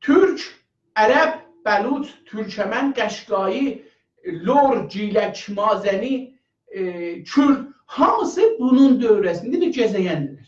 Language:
South Azerbaijani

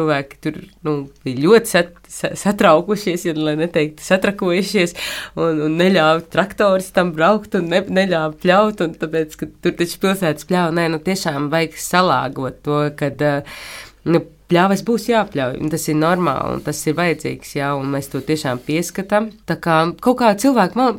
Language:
Latvian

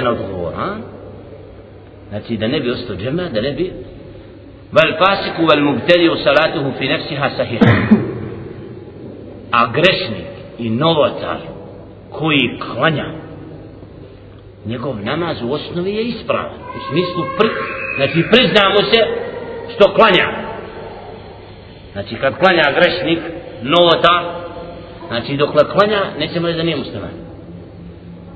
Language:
Bosnian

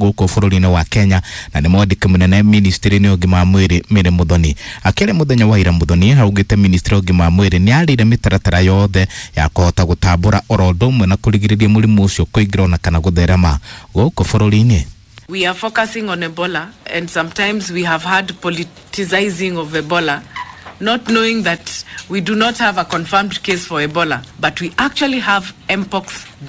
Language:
Kikuyu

